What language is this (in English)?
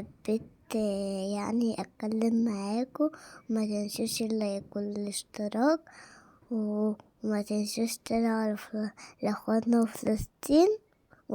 Egyptian Arabic